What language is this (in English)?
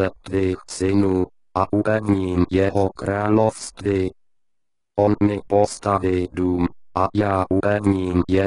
Czech